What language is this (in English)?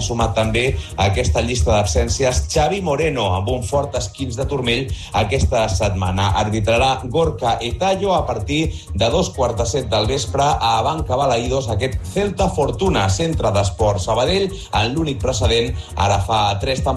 Catalan